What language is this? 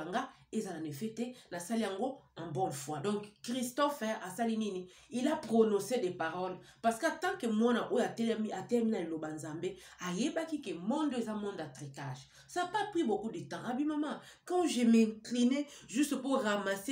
Lingala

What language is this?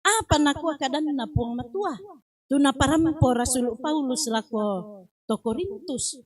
Toraja-Sa'dan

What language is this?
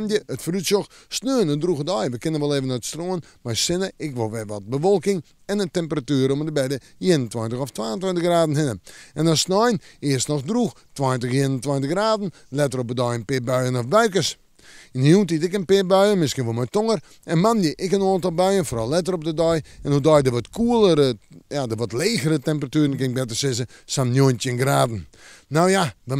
Western Frisian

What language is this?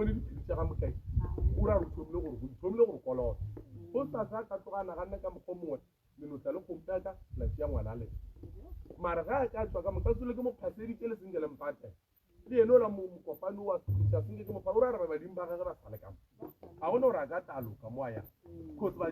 Northern Sotho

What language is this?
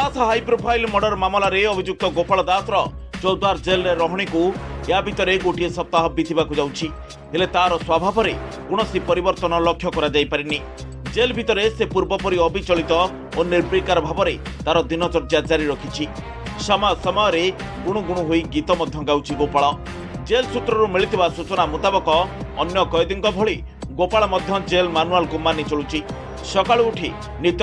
Odia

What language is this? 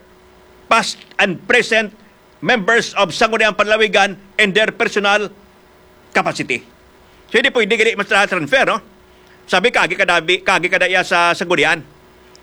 Hiligaynon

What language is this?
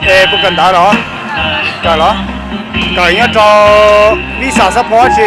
Hmong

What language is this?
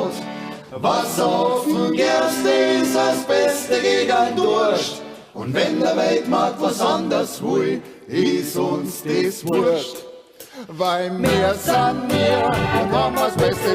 Bavarian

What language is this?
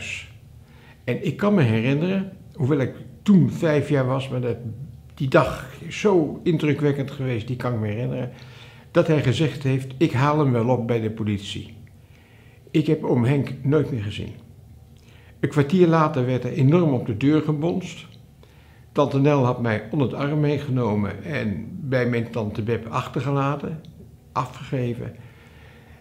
Dutch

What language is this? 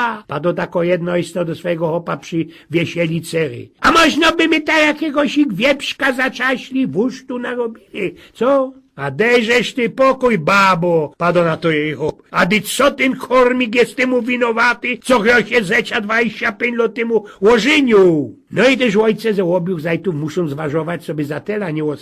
Silesian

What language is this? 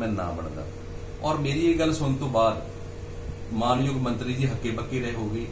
Punjabi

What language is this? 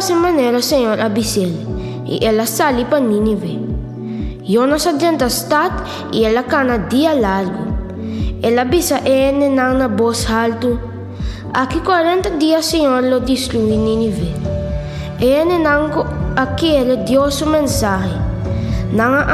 Papiamento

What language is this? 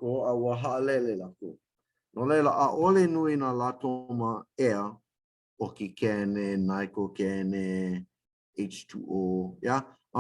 Hawaiian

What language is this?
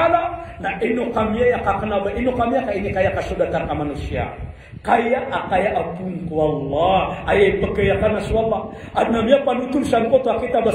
Maranao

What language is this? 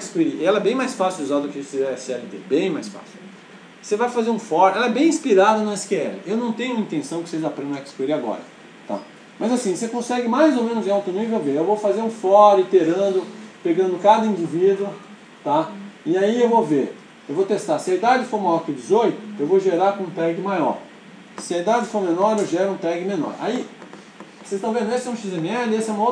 Portuguese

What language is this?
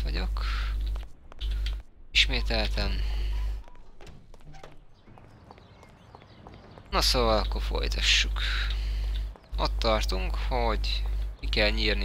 Hungarian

